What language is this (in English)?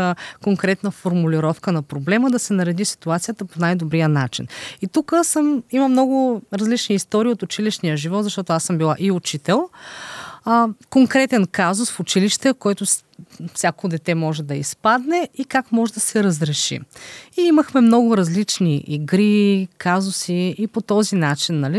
Bulgarian